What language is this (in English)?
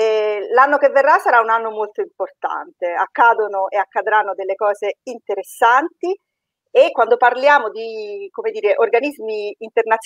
Italian